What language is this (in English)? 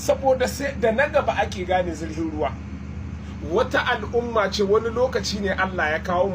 Hausa